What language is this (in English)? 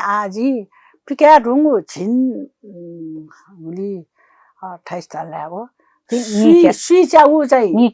Newari